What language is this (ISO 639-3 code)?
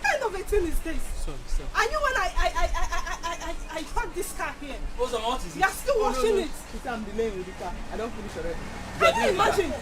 pcm